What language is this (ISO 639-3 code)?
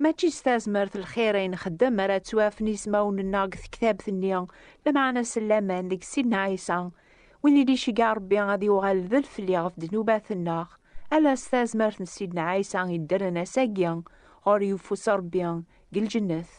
kab